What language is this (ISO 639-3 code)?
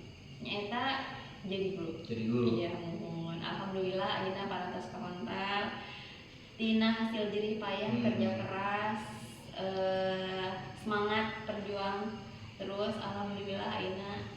sun